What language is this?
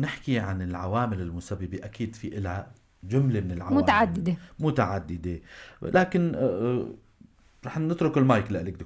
North Levantine Arabic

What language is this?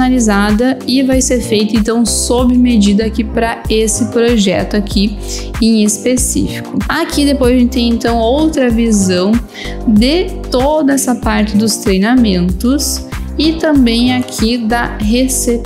Portuguese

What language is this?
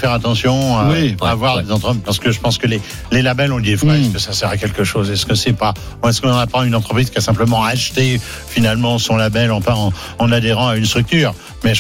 French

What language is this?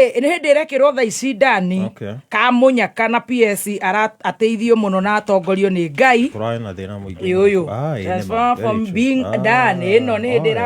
Kikuyu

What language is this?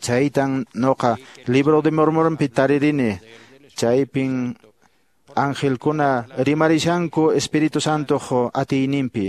Quechua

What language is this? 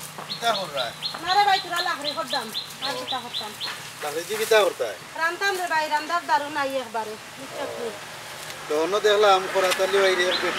Sylheti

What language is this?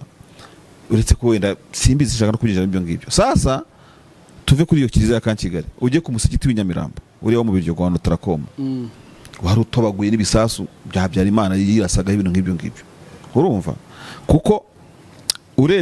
Kinyarwanda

